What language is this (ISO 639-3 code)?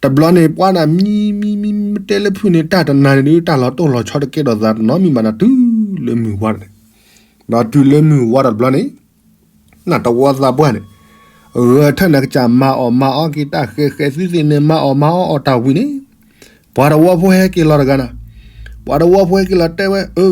ksw